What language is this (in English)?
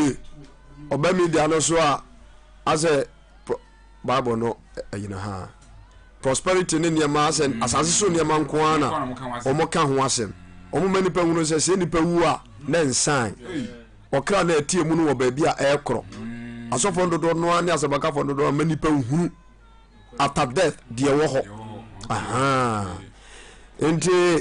Akan